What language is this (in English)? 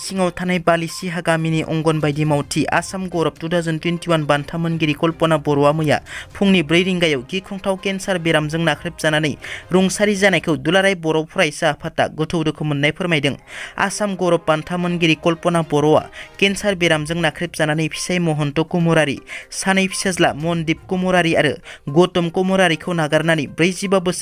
Bodo